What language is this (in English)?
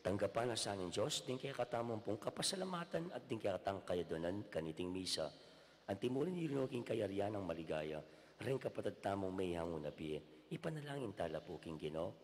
Pampanga